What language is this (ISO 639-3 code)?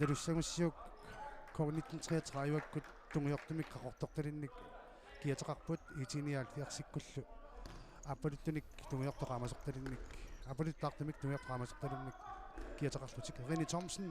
kal